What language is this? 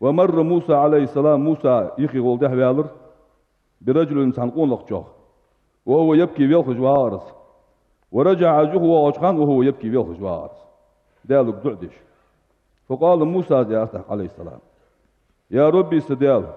Ingush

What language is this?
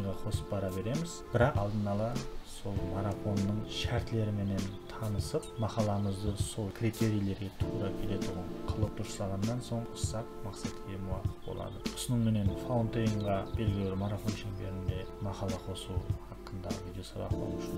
Kara-Kalpak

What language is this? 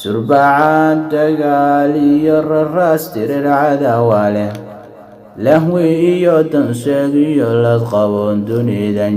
Somali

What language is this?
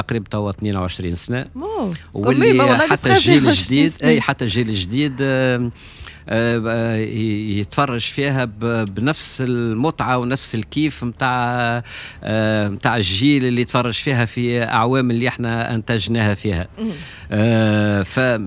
Tunisian Arabic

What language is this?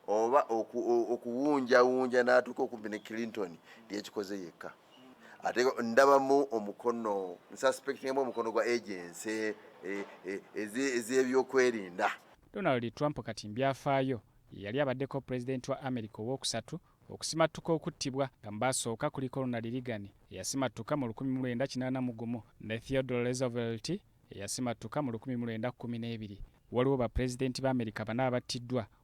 Ganda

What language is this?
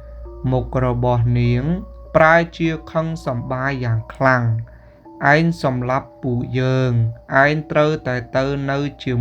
Khmer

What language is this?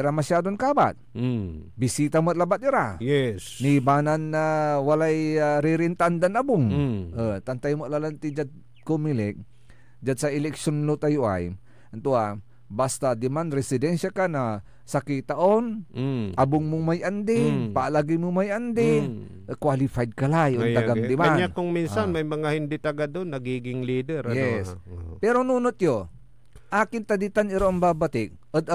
Pangasinan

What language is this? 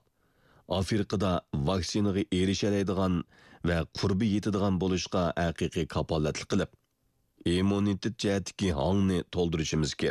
Uyghur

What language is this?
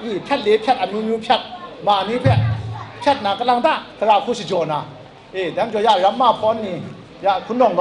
Kachin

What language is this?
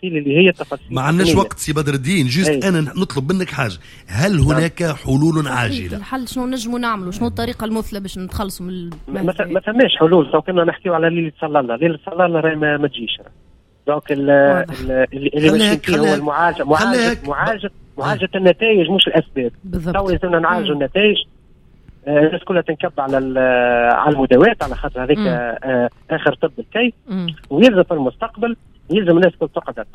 Tunisian Arabic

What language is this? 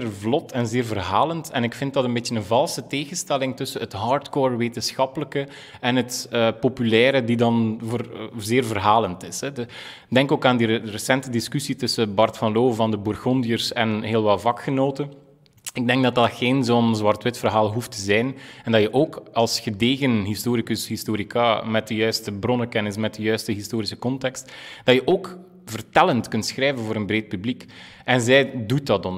Dutch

